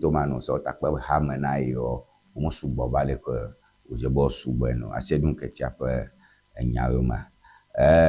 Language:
Ewe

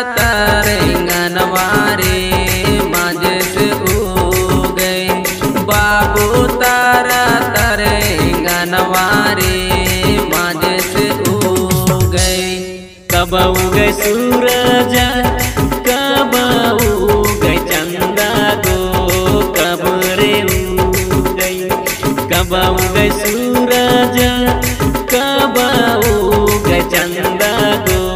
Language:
Bhojpuri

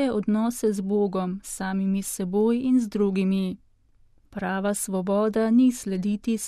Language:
Slovenian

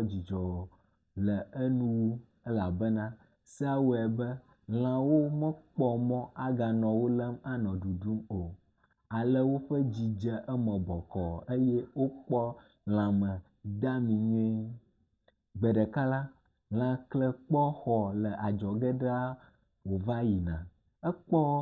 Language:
Ewe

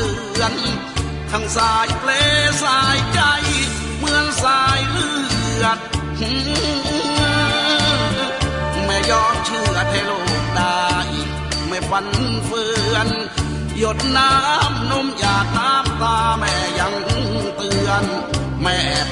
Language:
Thai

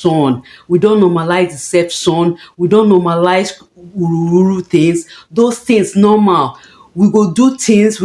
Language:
Nigerian Pidgin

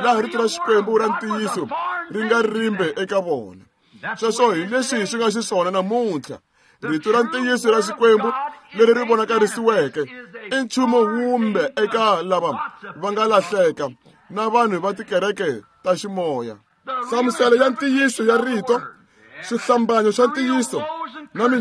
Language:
Tsonga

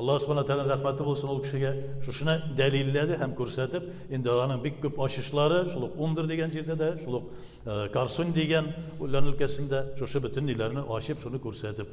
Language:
Tatar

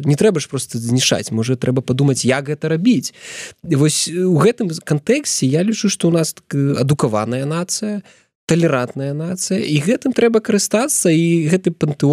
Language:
Belarusian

